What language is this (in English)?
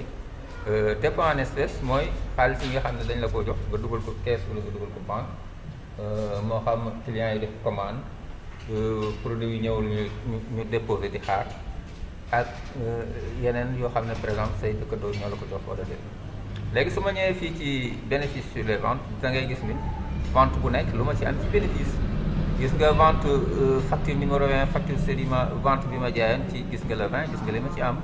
Wolof